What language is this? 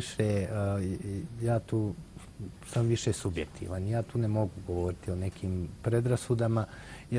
Bosnian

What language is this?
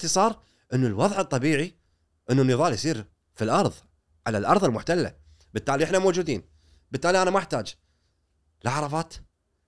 Gulf Arabic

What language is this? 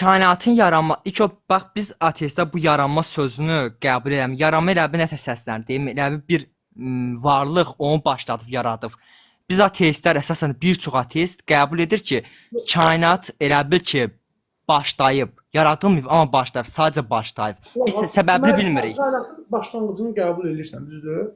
Azerbaijani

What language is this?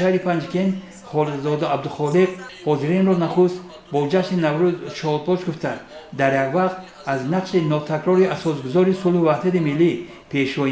Tajik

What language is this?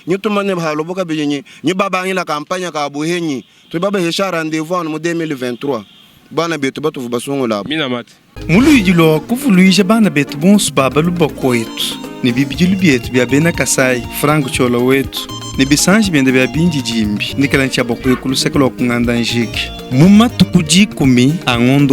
Luba-Lulua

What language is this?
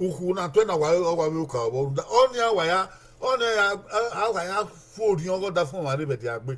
Bini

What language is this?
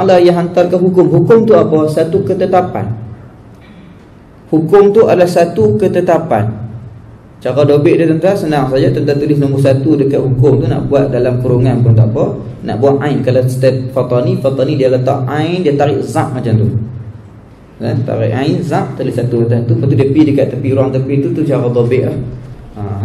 Malay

